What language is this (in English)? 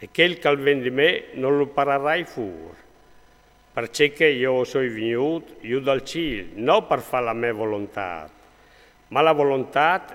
Friulian